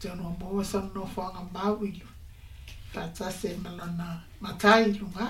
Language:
Samoan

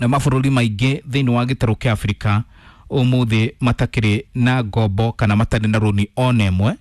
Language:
Kikuyu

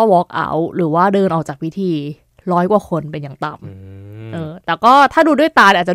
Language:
Thai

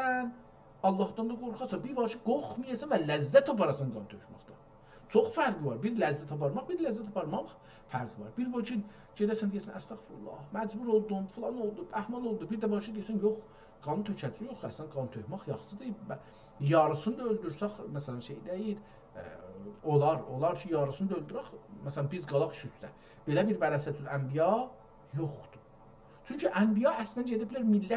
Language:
South Azerbaijani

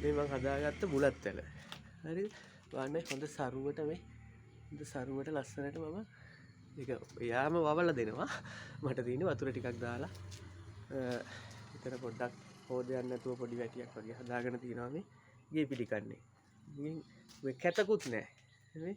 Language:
Sinhala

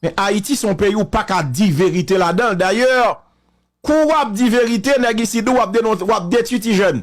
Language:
Haitian Creole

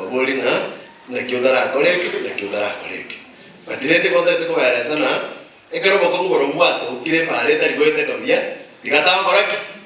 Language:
Gusii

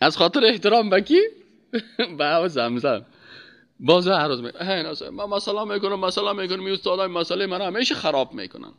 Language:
Persian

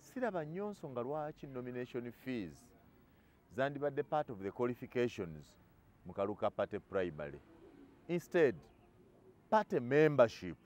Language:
Ganda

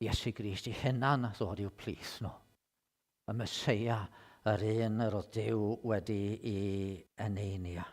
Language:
Welsh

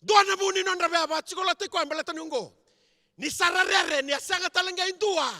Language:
Fijian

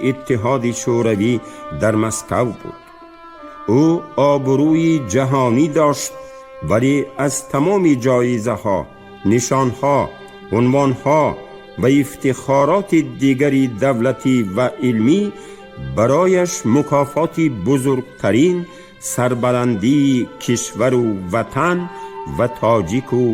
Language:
Tajik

